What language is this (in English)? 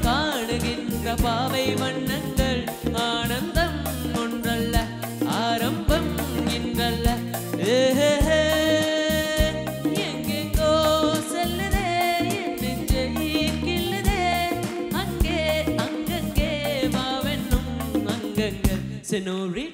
Tamil